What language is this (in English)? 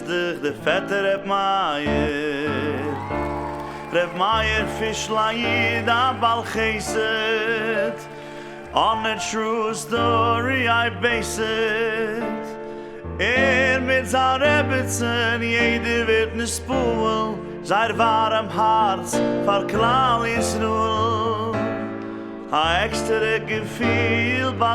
Yiddish